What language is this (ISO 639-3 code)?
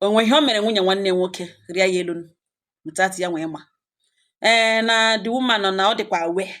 ibo